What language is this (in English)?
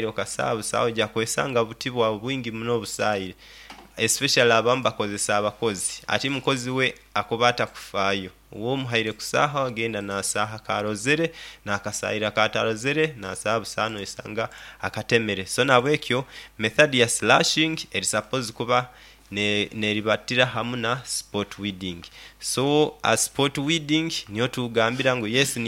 Nyoro